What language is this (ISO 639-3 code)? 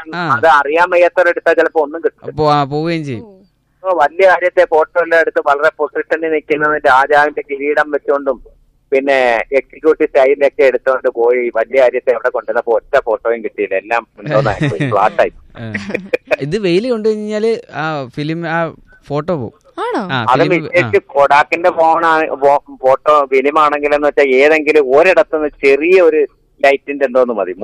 mal